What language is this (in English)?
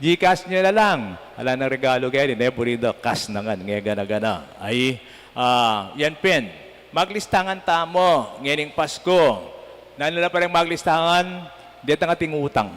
Pampanga